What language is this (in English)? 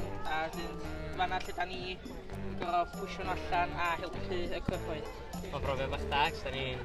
Welsh